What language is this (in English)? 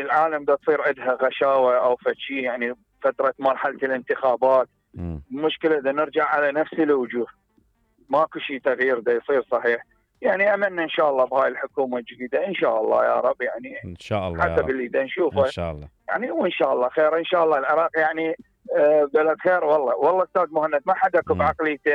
Mesopotamian Arabic